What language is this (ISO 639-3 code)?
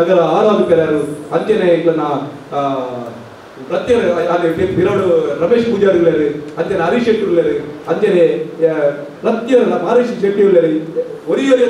tcy